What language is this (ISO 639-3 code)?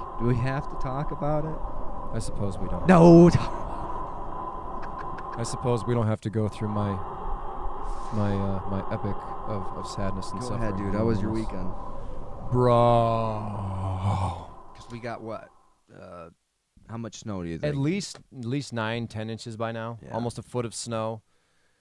eng